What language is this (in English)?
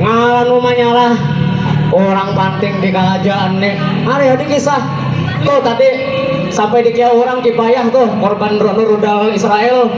Banjar